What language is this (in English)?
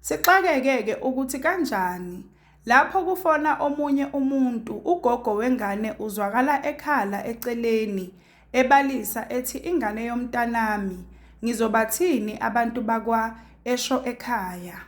Zulu